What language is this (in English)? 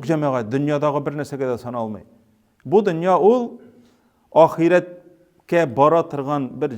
Tatar